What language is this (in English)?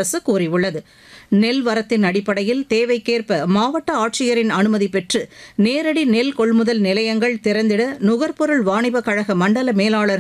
Tamil